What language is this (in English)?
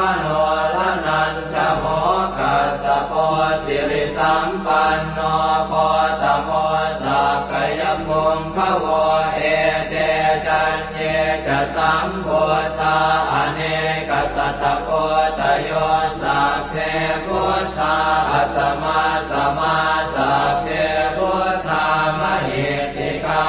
Pali